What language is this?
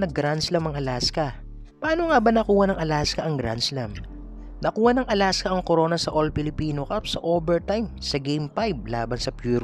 Filipino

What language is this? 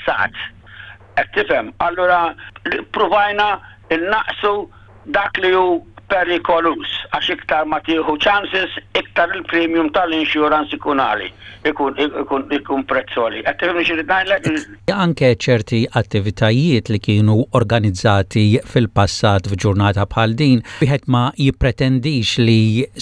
Maltese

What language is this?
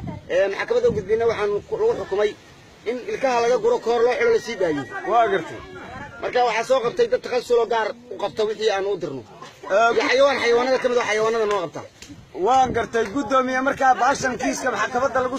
Somali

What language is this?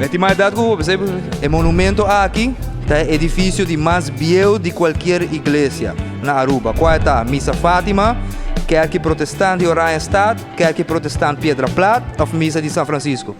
Papiamento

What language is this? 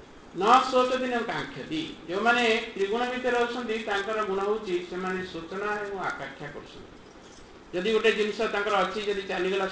Odia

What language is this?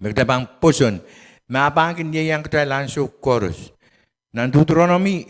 Pohnpeian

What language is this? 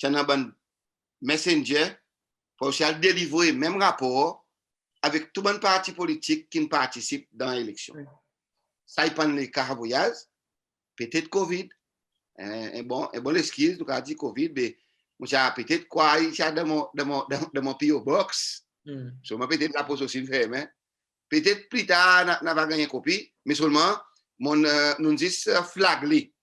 Seselwa Creole French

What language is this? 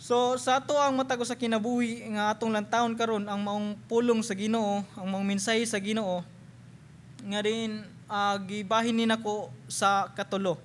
Cebuano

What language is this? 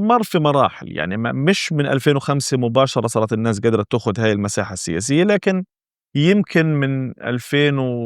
North Levantine Arabic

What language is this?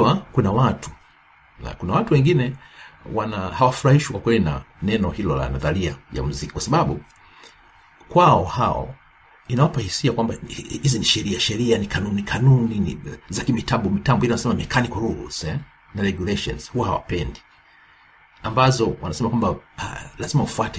Swahili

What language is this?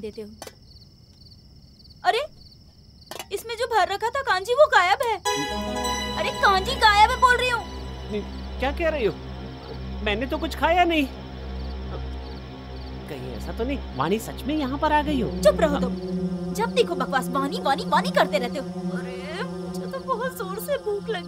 Hindi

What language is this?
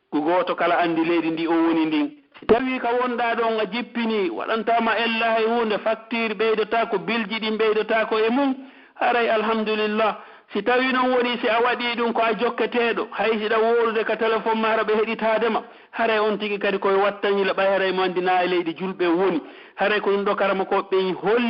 Pular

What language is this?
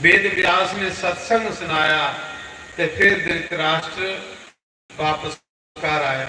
Dogri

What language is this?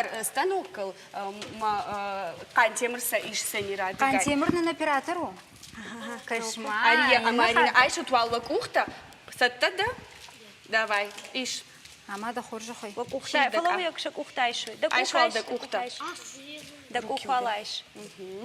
Ossetic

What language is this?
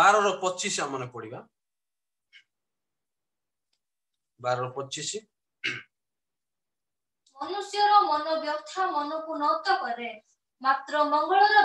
Odia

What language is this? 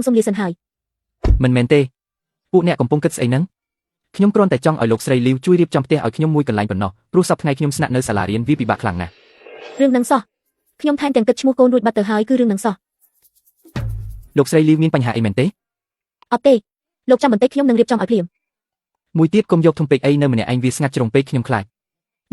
Khmer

